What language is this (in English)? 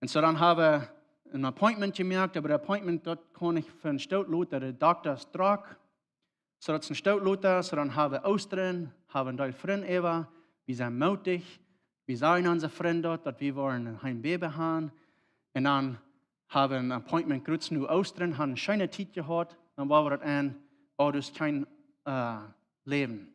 Plautdietsch